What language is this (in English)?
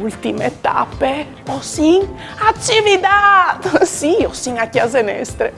Friulian